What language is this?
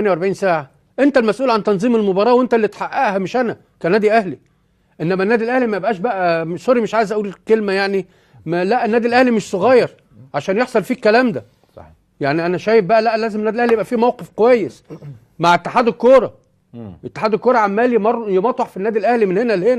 Egyptian Arabic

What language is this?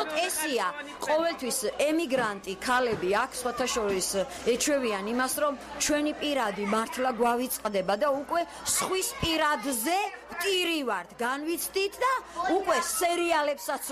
Georgian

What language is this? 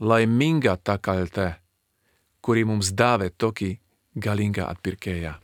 Lithuanian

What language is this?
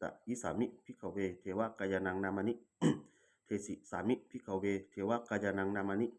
Pali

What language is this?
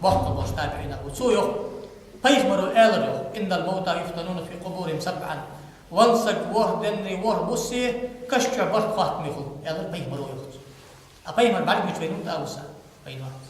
Ingush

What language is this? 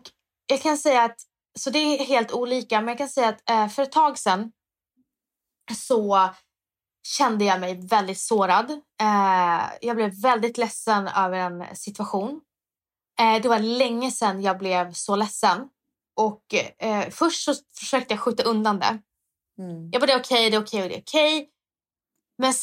Swedish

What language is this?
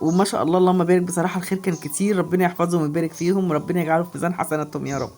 Egyptian Arabic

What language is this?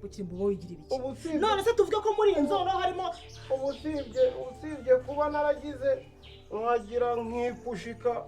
Kinyarwanda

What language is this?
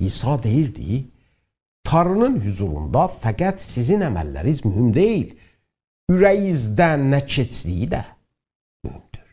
South Azerbaijani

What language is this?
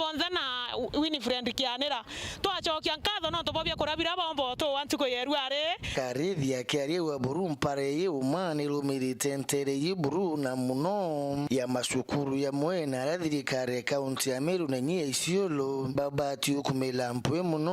Meru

